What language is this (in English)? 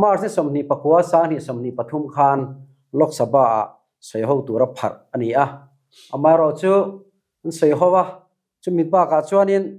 Mizo